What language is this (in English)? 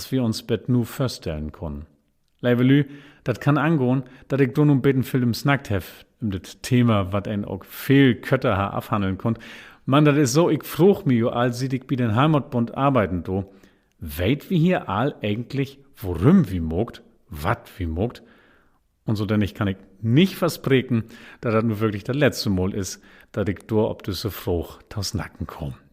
Low German